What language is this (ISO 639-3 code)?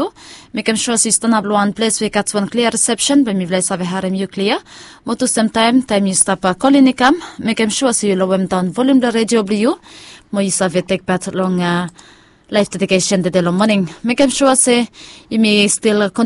bis